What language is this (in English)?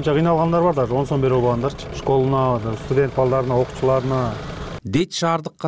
Kyrgyz